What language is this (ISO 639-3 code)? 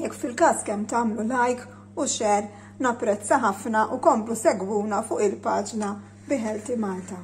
mlt